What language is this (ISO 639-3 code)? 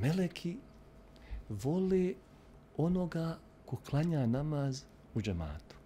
bos